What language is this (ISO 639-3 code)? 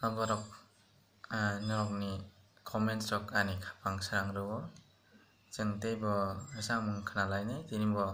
trp